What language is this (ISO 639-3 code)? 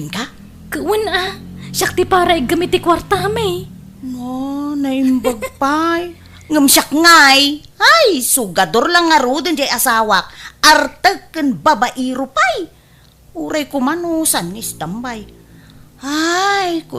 ilo